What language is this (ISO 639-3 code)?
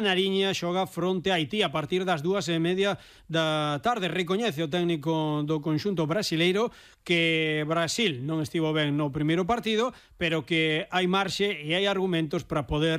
glg